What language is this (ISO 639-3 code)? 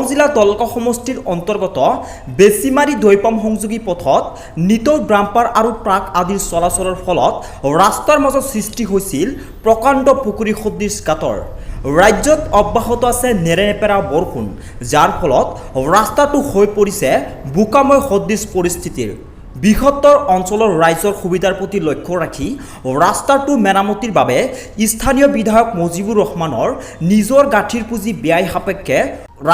asm